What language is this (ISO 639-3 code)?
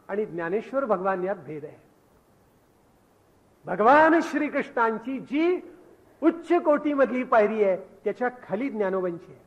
mar